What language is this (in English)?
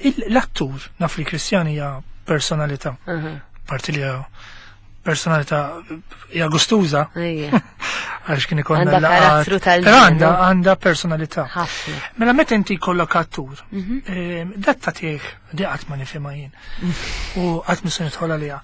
Maltese